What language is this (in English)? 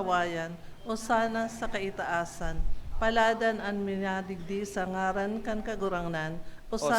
Bikol